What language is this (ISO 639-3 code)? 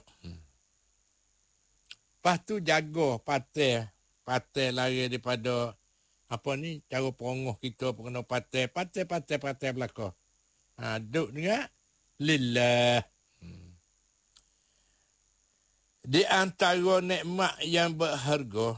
msa